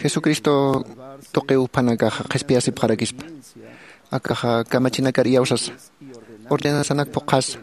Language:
Aymara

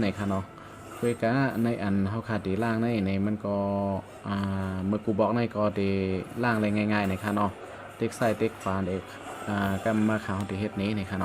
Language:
Shan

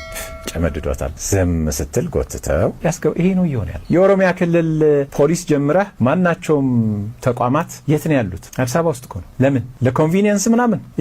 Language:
Amharic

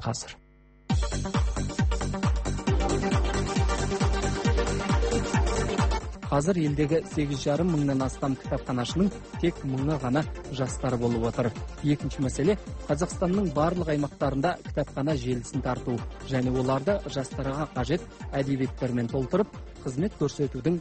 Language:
Kazakh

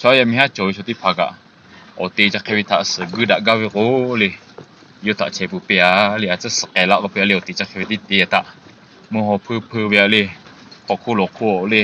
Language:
Lahu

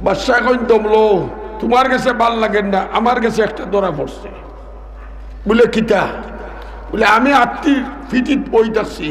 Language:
Sylheti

